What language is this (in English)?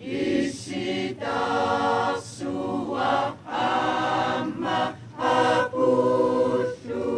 Kalaallisut